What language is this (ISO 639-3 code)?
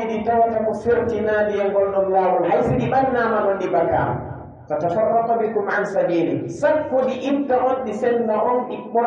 fuf